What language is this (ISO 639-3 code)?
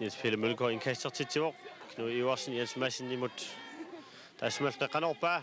kal